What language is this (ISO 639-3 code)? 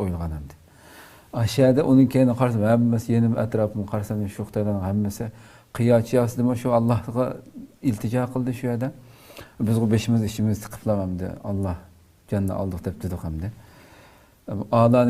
uig